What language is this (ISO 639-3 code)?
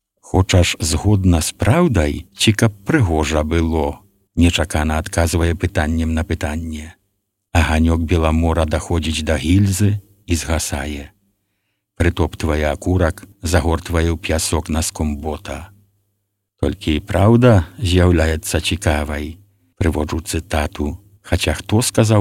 bel